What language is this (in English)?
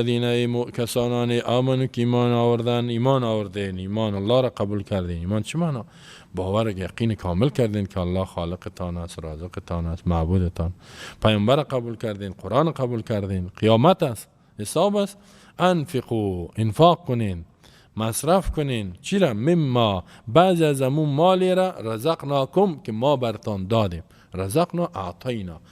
Persian